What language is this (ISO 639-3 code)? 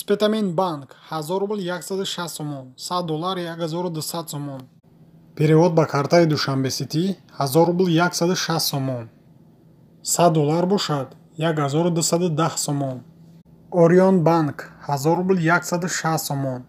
tgk